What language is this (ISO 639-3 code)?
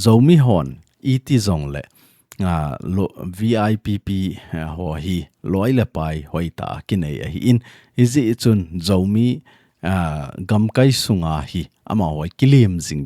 tcz